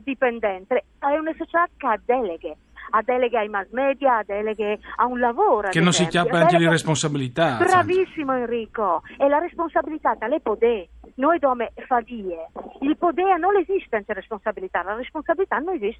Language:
Friulian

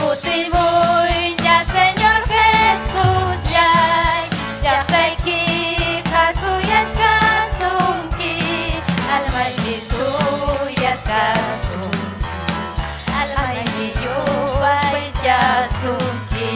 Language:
Ayacucho Quechua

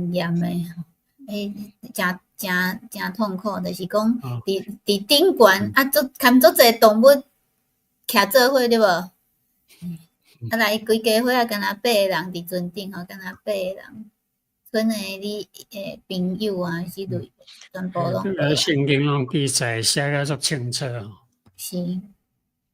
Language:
Min Nan Chinese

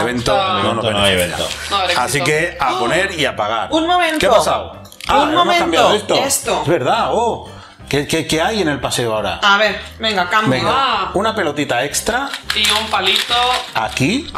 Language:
Spanish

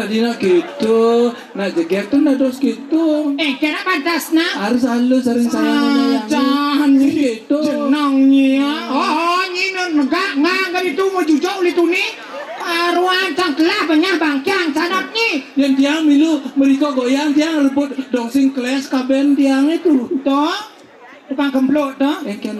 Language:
Balinese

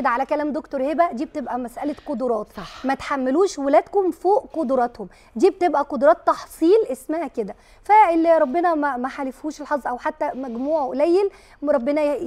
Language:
Egyptian Arabic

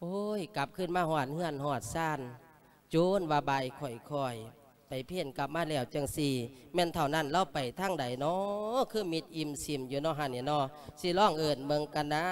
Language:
Lao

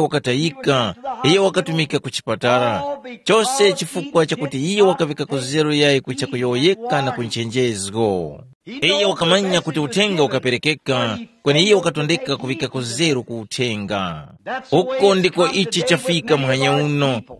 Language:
Tumbuka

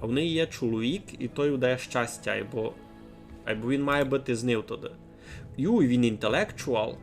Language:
Rusyn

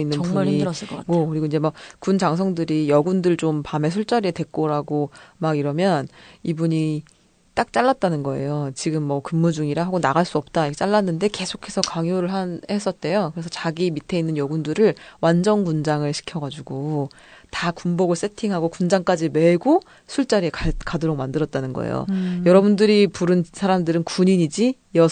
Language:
Korean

